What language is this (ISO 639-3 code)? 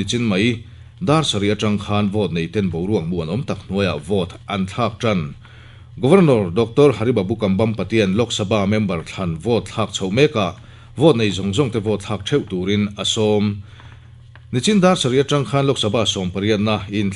lus